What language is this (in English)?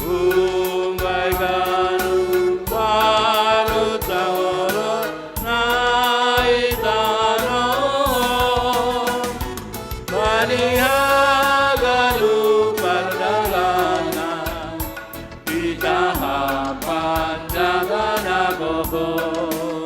Batak Simalungun